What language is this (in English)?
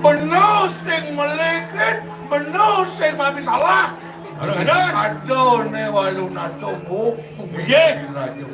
Balinese